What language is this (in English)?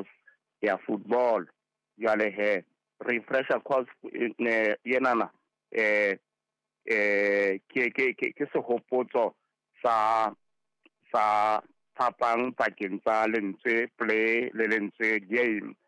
Southern Sotho